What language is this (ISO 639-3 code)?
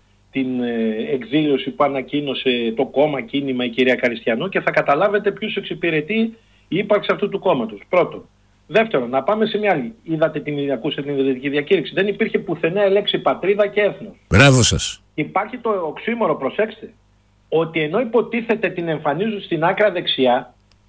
ell